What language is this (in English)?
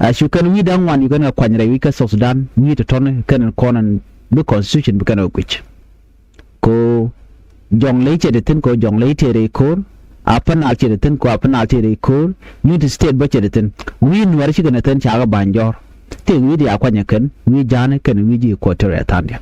Nuer